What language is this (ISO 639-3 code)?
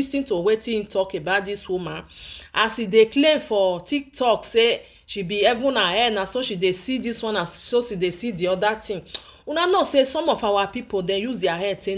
pcm